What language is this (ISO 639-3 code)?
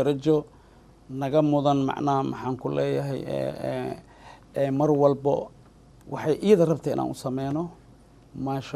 som